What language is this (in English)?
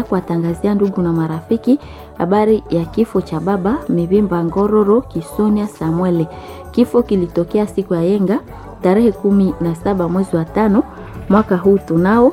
Swahili